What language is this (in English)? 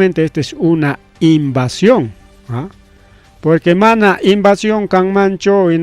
Ayacucho Quechua